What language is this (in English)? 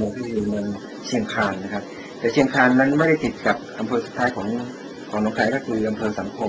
Thai